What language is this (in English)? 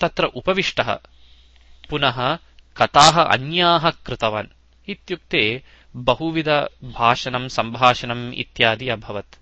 Sanskrit